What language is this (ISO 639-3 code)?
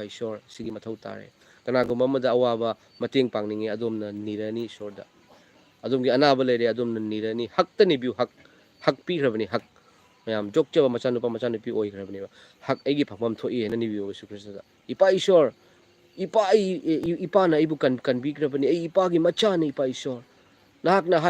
mni